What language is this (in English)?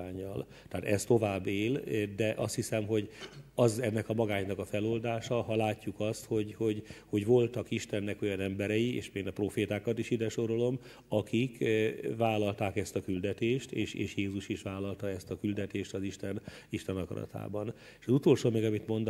Hungarian